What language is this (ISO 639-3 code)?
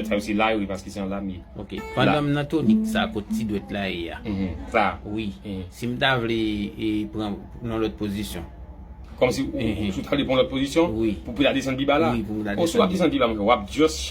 hat